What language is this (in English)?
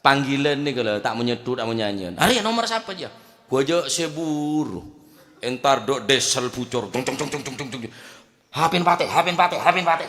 Madurese